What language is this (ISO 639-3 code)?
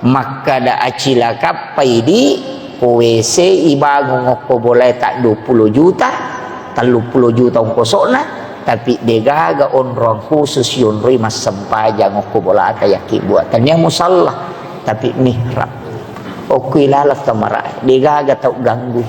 bug